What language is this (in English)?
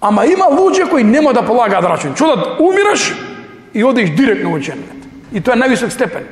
Macedonian